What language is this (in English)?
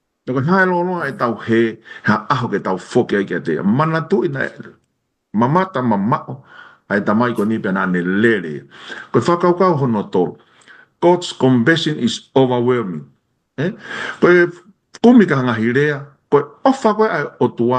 Tongan